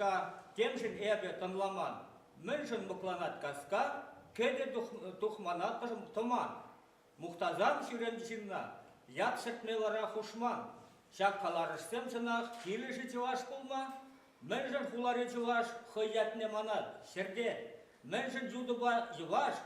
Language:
Chuvash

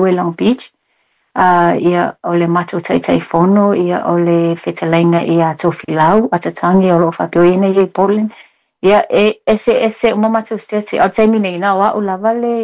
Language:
Samoan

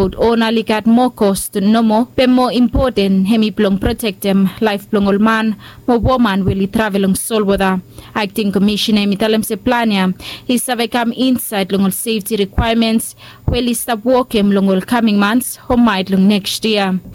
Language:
Bislama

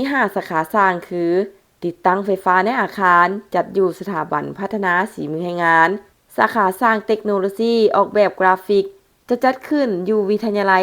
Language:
Lao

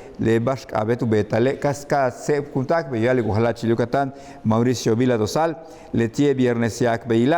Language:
Yucateco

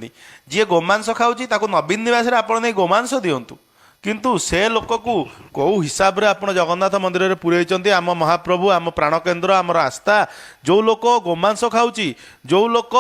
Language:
Odia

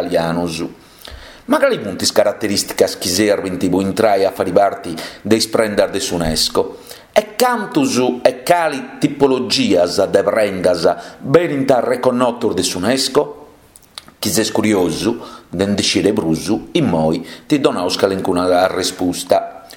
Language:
Sardinian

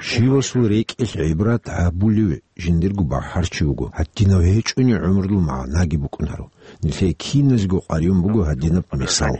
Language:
Avaric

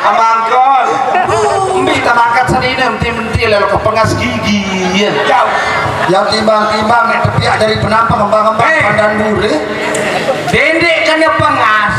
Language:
Sasak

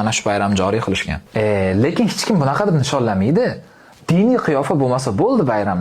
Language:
Uzbek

